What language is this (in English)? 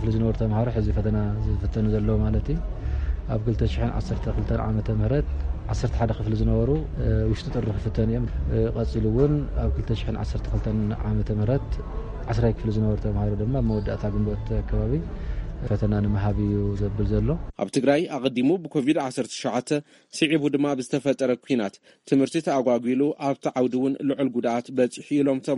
Tigrinya